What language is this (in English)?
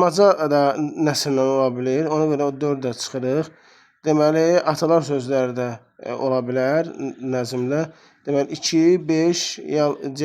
Azerbaijani